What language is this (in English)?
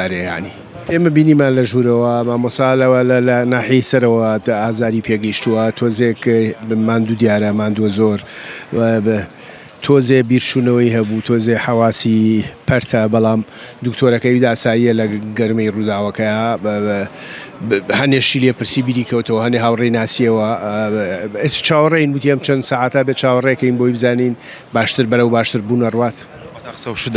Central Kurdish